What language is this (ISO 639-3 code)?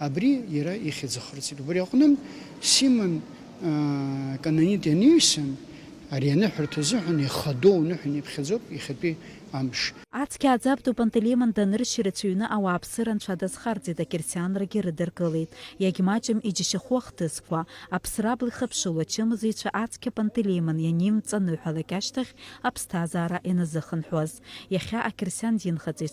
abk